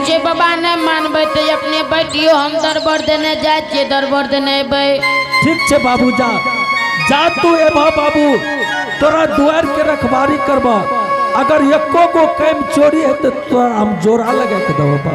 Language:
Angika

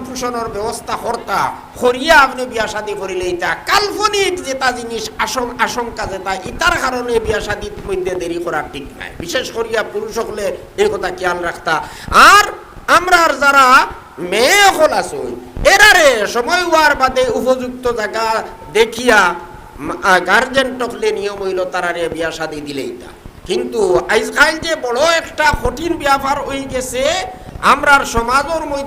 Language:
Sylheti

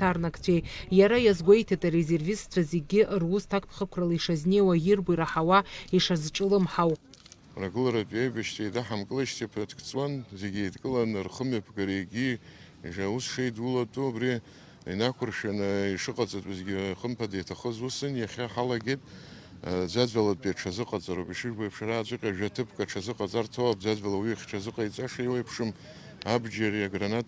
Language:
Abkhazian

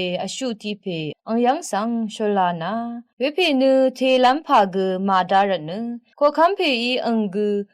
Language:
Rawang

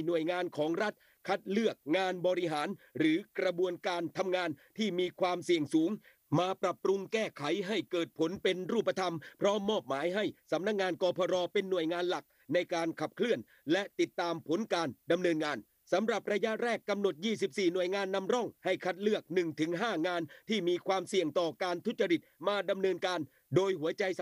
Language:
Thai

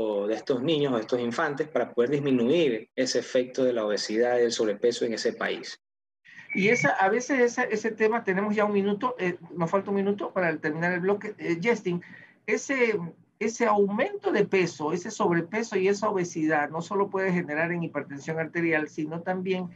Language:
Spanish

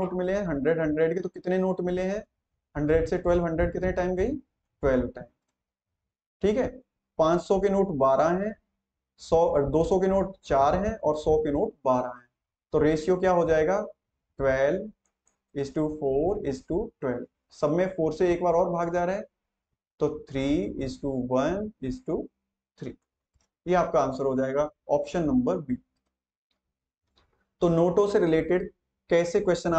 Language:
Hindi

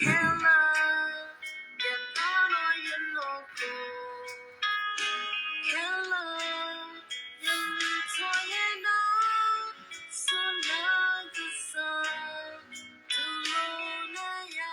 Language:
S'gaw Karen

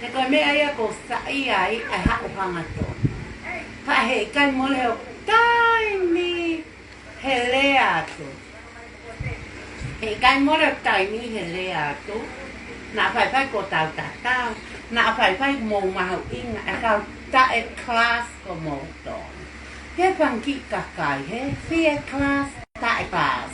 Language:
Tongan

